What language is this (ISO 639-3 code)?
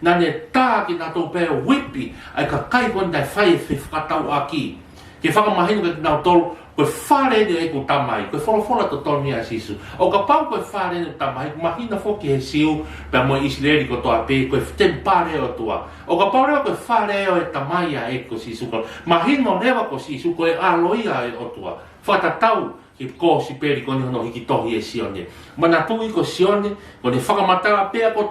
ton